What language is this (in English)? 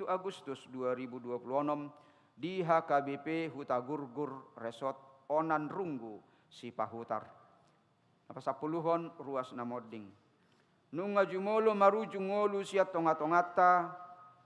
Batak Toba